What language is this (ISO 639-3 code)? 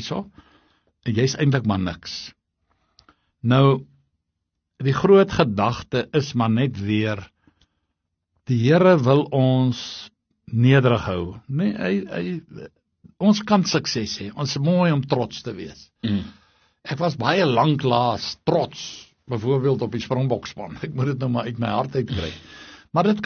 afr